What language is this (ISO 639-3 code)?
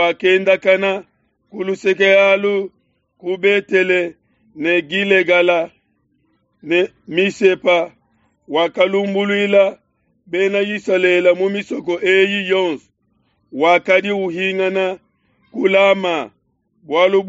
lua